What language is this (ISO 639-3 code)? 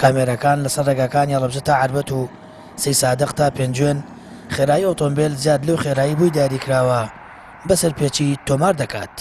ckb